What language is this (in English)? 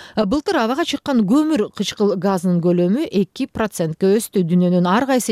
Kyrgyz